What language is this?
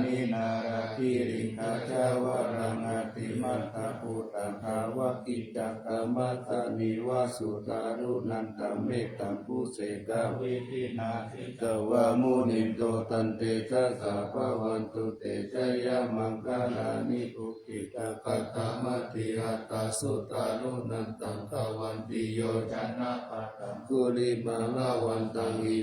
Pali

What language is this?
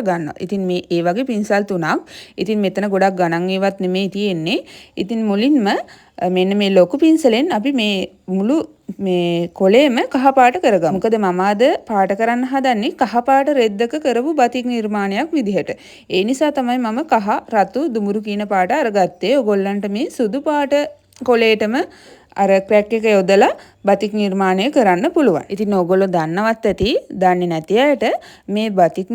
Sinhala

